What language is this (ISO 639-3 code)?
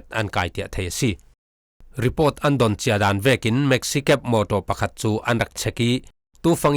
cfm